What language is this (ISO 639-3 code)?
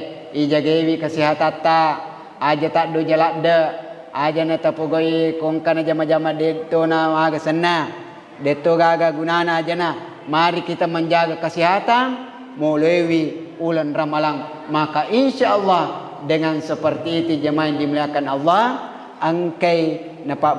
bug